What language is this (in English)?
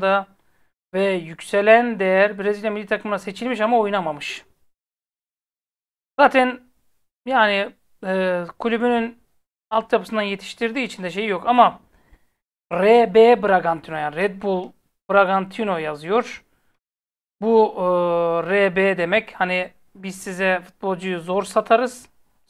Turkish